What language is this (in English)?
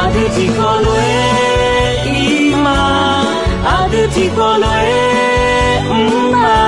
Akha